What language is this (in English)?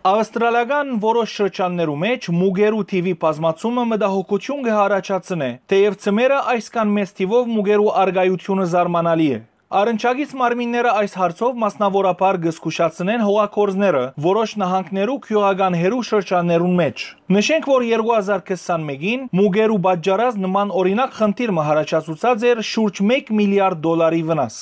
Western Armenian